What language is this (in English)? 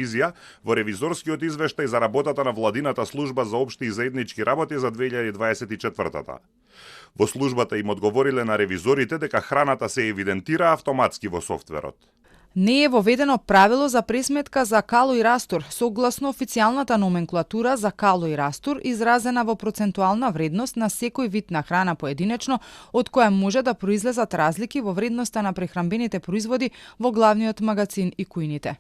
Macedonian